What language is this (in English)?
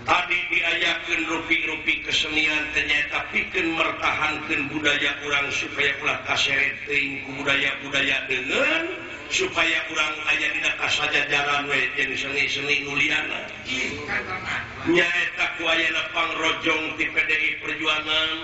Sundanese